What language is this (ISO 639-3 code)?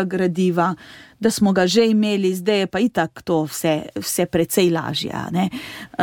slv